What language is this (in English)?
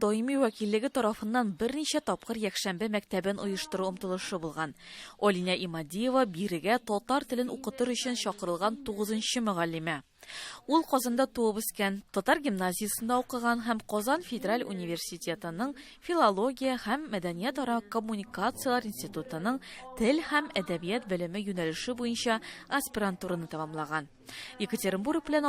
Tatar